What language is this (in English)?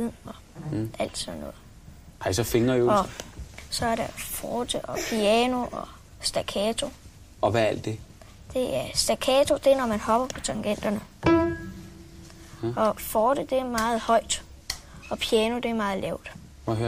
Danish